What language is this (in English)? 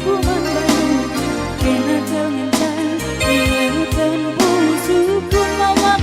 Batak Karo